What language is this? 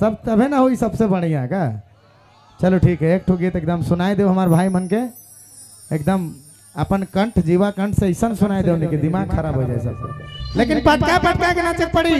Sadri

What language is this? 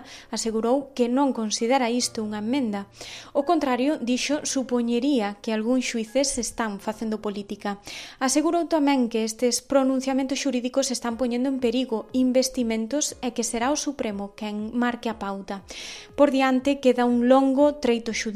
Galician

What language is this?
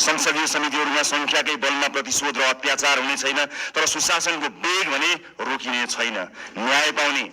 Nepali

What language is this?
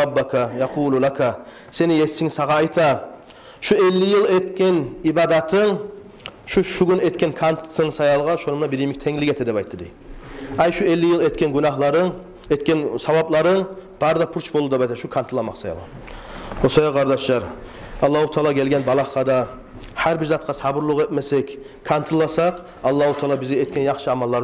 Kumyk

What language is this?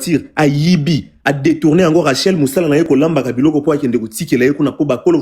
Lingala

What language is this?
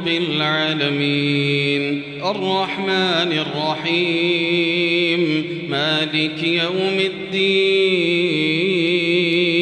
Arabic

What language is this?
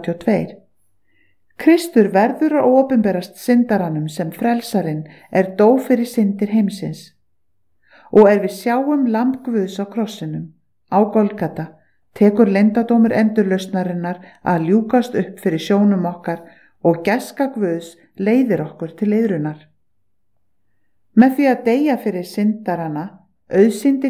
Icelandic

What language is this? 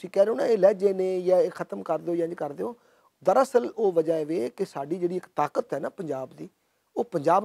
Western Panjabi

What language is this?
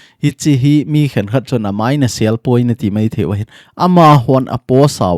Thado Chin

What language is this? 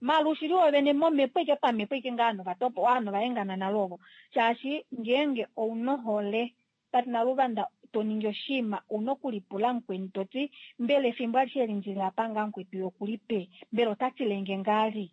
Kuanyama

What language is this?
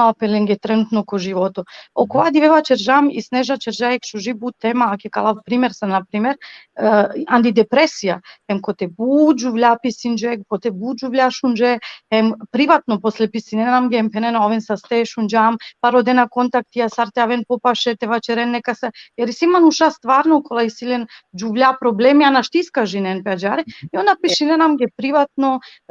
Balkan Romani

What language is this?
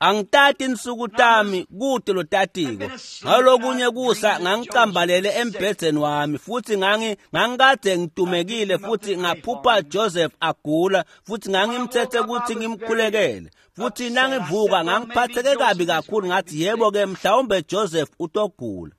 Swati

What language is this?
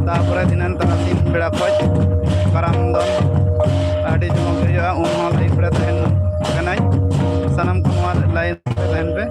Santali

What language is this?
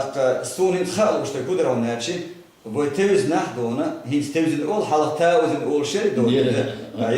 Chechen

